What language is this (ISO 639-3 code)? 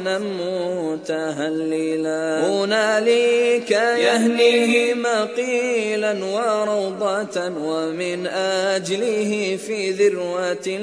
bos